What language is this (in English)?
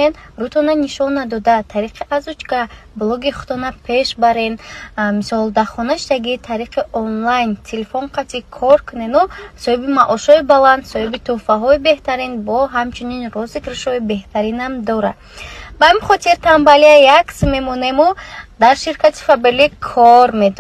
Tajik